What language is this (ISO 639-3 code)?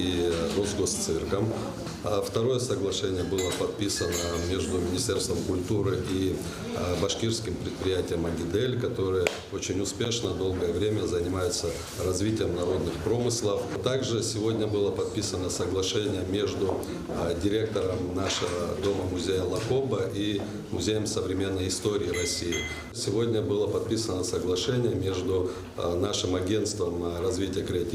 abk